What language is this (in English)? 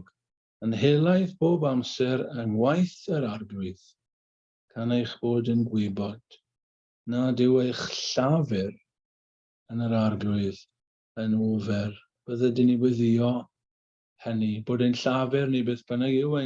Welsh